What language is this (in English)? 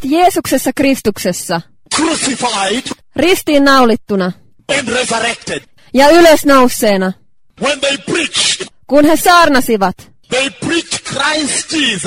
Finnish